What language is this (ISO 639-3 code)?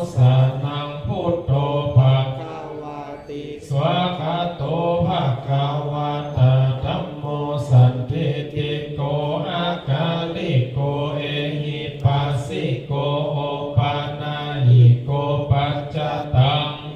pli